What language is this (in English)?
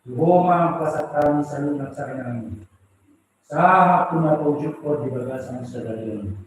Batak Toba